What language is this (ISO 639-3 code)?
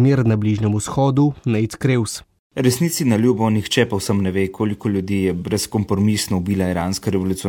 slv